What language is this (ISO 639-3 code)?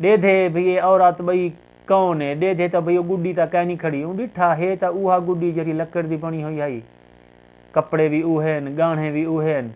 skr